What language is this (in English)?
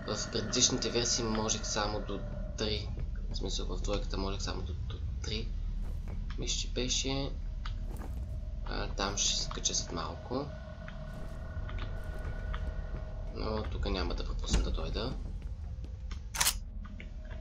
Bulgarian